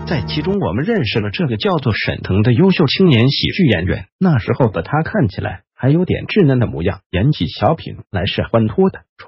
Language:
Chinese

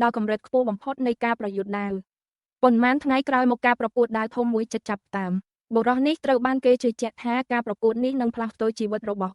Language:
Khmer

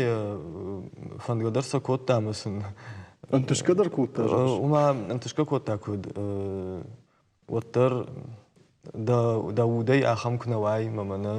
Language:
Ossetic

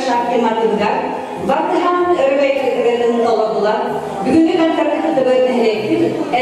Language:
Yakut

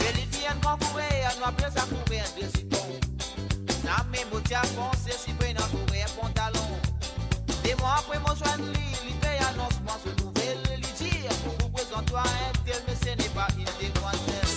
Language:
Morisyen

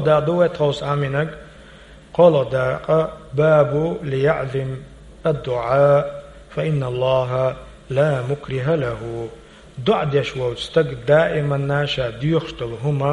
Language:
Chechen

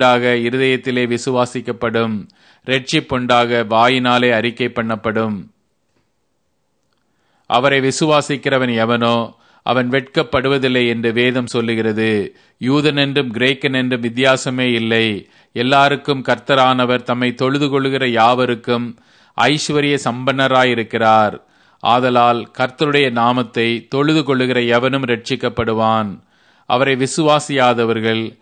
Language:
Tamil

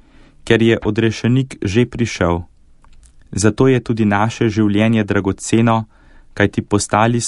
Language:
Slovenian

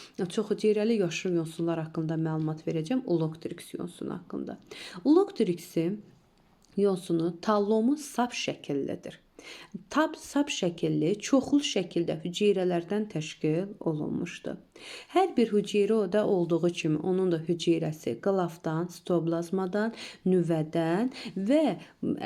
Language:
Azerbaijani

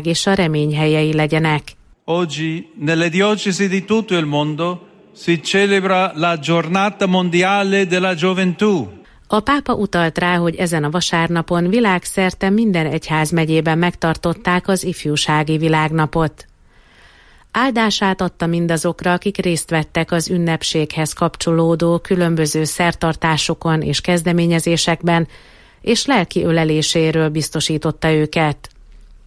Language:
Hungarian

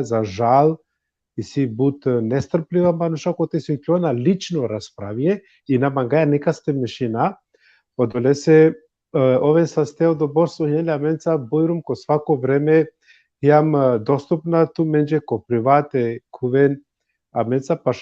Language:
Balkan Romani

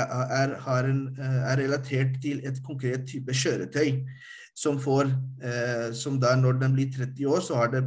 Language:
Norwegian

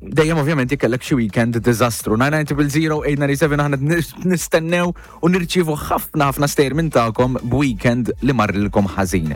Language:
Maltese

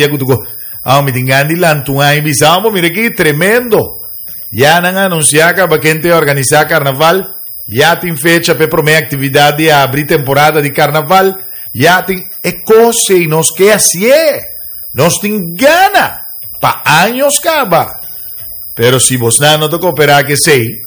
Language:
Papiamento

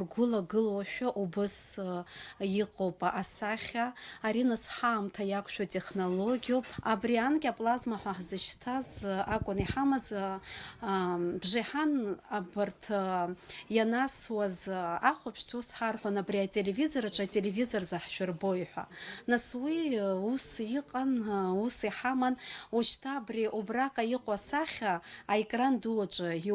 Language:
Abkhazian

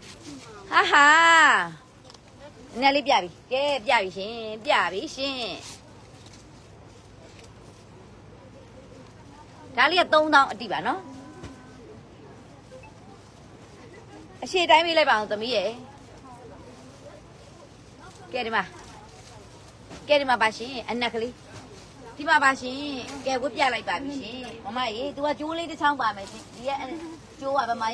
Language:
Burmese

